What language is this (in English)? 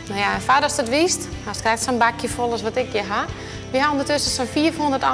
Western Frisian